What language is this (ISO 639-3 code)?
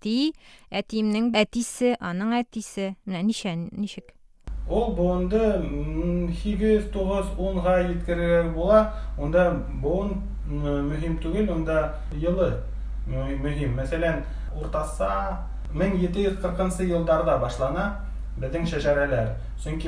tat